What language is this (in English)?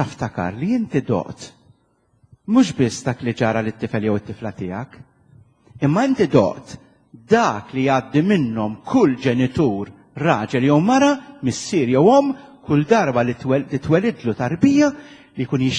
Maltese